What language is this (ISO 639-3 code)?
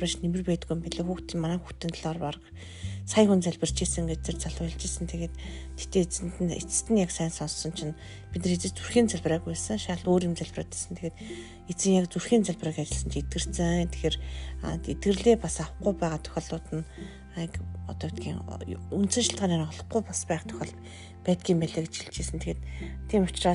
mon